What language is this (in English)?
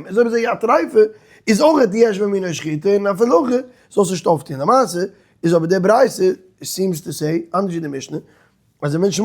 Yiddish